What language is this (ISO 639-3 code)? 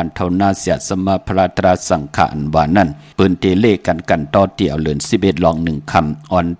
shn